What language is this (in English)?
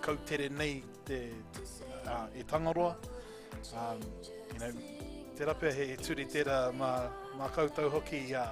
Māori